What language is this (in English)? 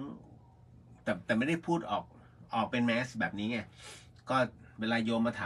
Thai